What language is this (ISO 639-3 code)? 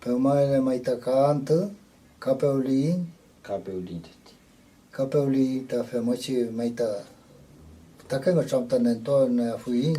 arn